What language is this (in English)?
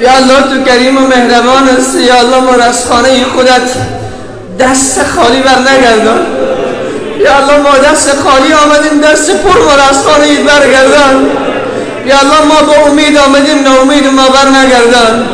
Persian